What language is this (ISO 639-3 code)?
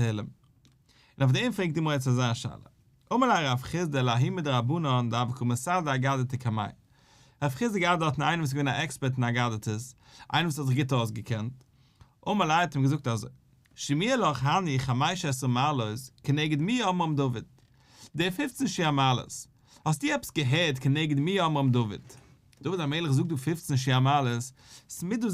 yid